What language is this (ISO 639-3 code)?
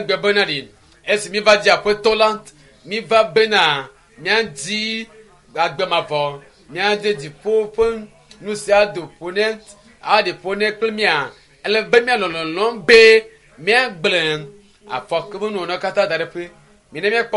ewe